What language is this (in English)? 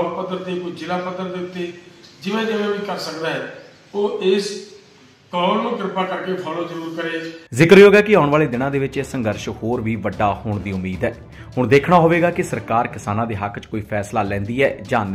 Punjabi